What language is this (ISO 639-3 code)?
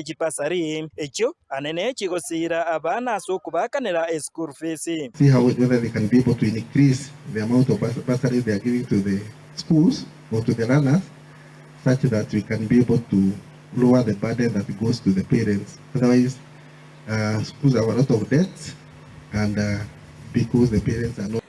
guz